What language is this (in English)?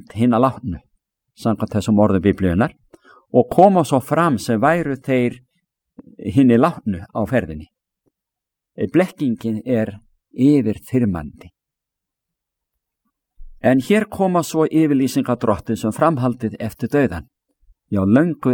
Icelandic